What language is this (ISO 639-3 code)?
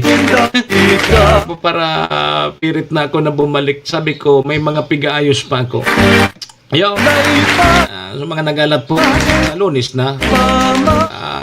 bik